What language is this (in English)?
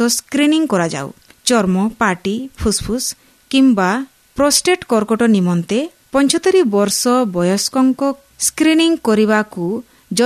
Odia